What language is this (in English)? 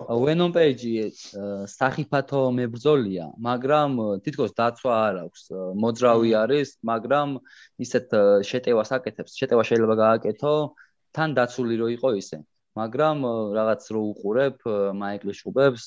Georgian